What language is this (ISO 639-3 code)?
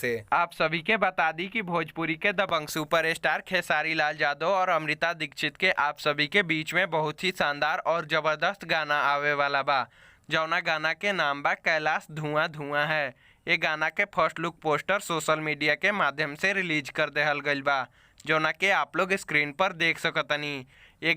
bho